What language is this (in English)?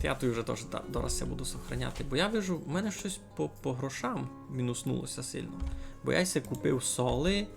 Rusyn